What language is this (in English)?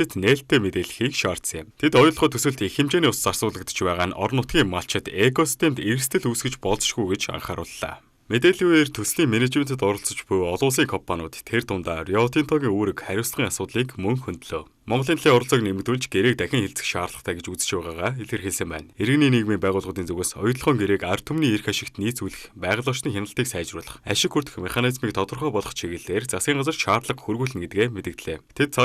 Mongolian